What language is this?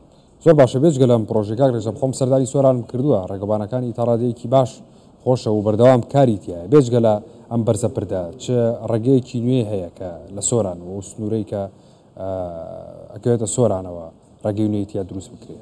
Central Kurdish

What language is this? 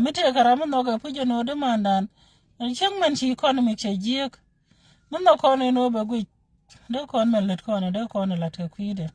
Nuer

